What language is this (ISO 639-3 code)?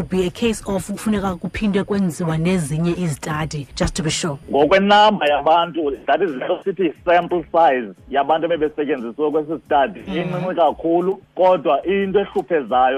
xho